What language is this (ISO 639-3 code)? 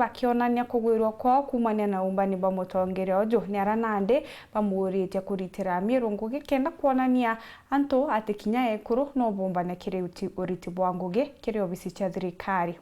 mer